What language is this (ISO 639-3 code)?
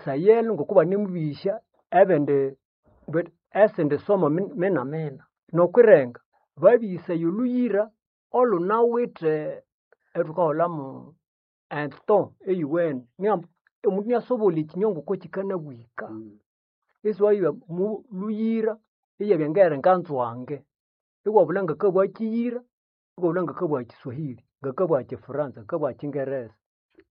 nnb